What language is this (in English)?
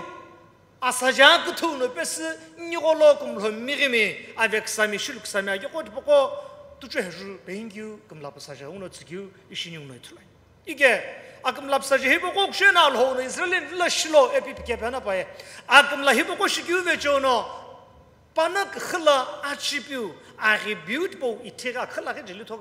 Sumi Naga